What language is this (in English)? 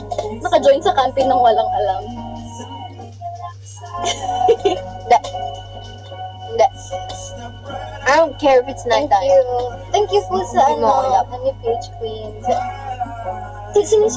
Filipino